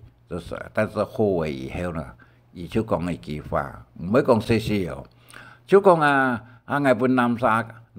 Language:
Hakka Chinese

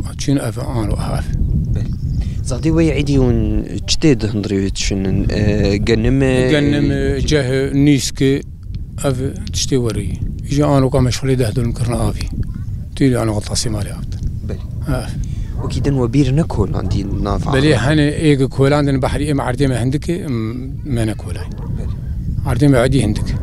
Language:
Kurdish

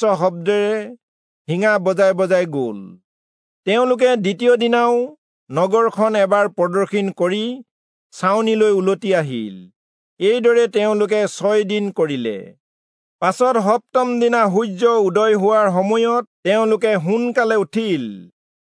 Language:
Assamese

